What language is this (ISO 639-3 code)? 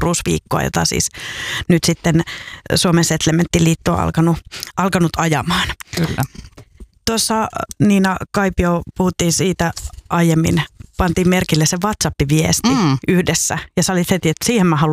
fin